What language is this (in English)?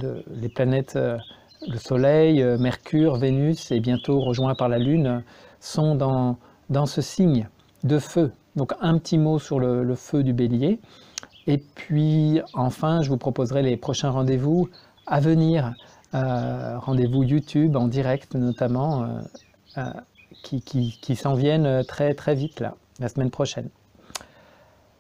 French